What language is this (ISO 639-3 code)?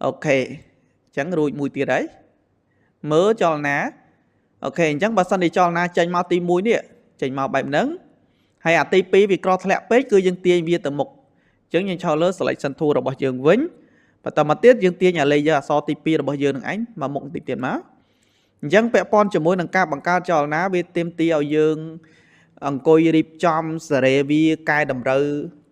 khm